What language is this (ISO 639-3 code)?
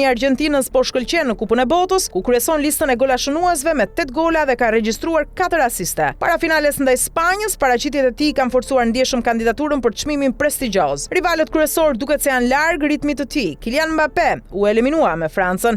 sqi